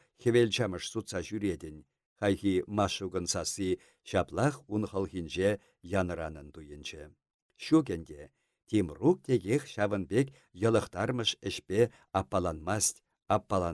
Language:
Chuvash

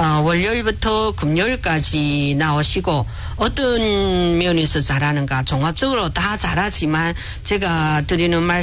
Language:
Korean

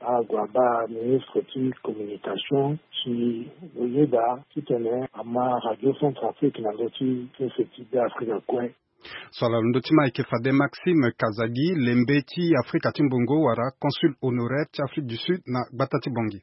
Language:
Sango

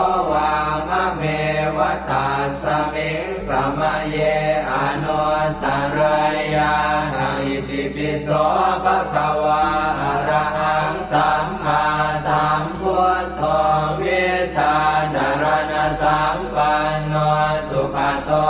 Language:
Pali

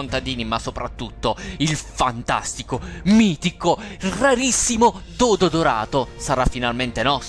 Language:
Italian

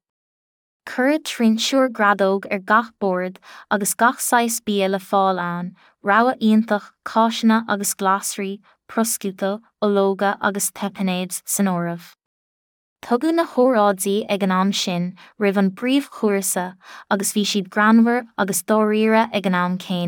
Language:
Irish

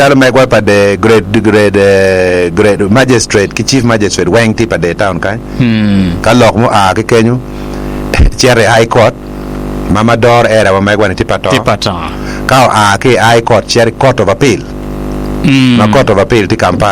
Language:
Acoli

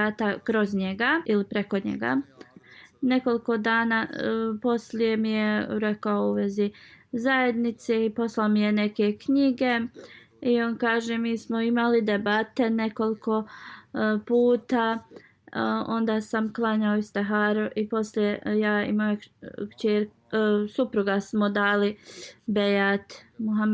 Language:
Bosnian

